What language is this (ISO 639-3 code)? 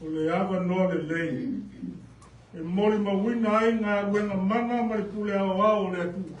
smo